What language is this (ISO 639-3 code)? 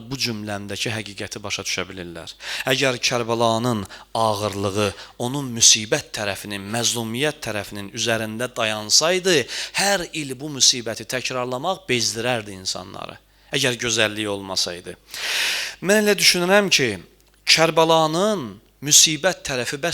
aze